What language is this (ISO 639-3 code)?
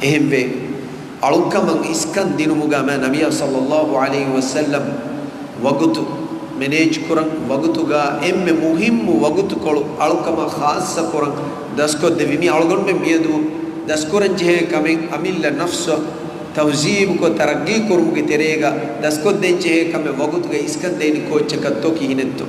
div